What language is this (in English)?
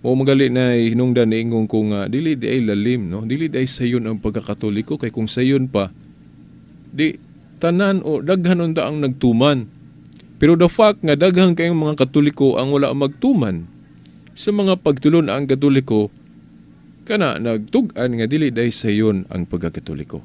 Cebuano